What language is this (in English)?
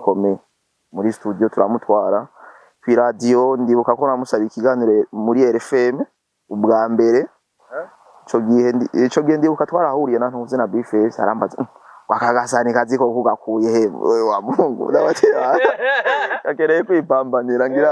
Rundi